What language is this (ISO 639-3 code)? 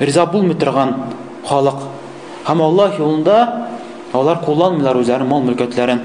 tat